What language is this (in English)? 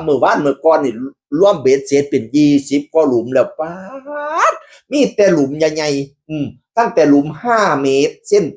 Northeastern Thai